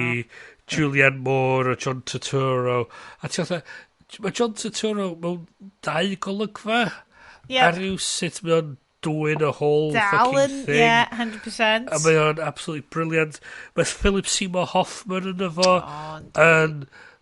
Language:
Welsh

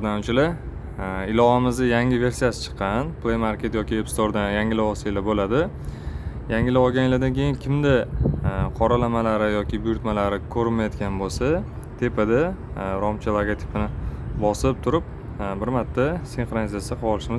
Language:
Uzbek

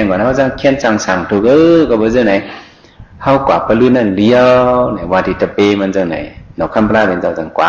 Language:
Shan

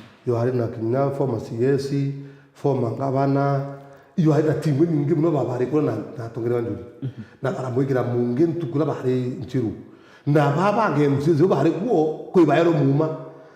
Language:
Meru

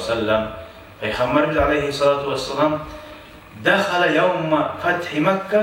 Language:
Kumyk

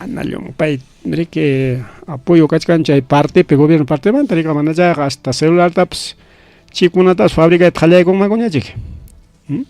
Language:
Ayacucho Quechua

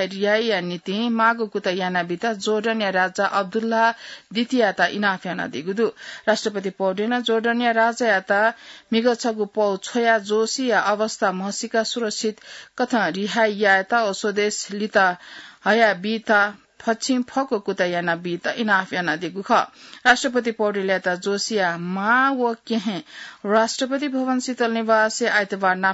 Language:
Newari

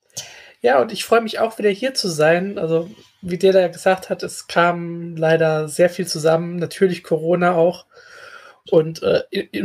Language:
German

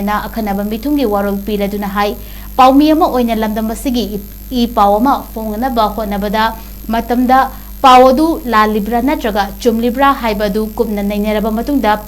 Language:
Manipuri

